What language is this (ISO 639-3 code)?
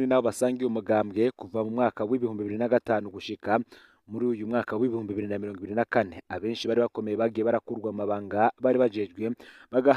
run